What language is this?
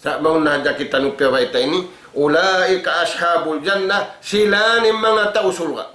Tausug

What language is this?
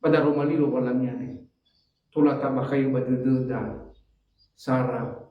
Nias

